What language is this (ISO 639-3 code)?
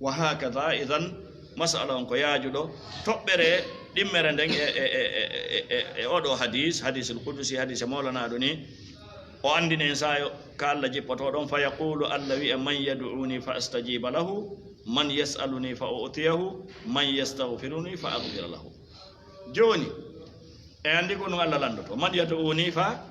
ful